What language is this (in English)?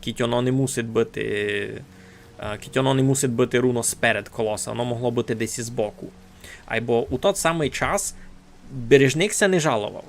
Rusyn